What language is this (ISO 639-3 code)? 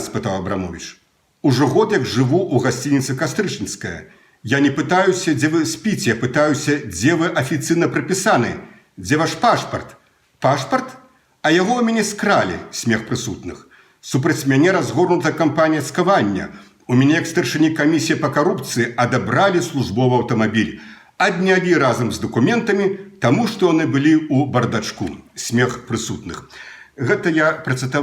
bel